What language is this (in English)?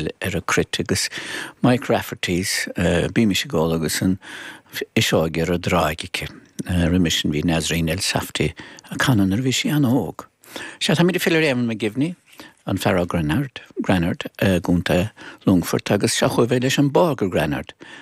Irish